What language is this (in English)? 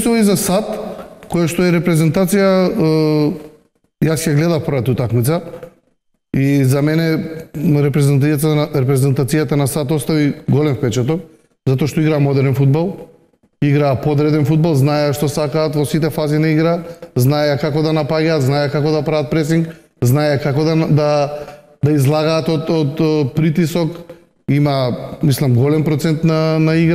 Macedonian